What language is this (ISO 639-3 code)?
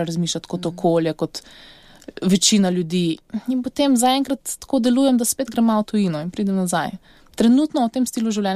slv